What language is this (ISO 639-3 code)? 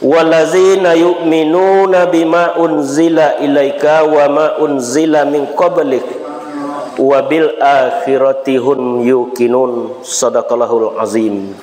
min